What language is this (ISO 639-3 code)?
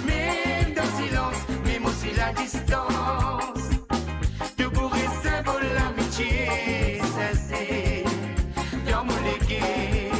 mfe